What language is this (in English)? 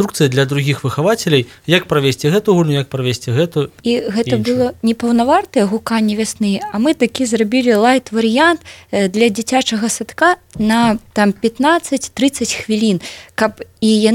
Belarusian